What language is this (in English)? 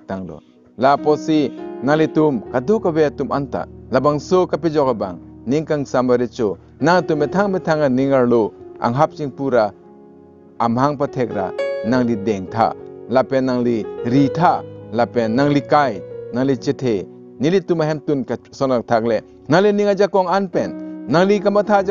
Karbi